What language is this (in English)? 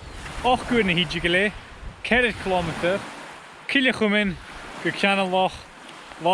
Scottish Gaelic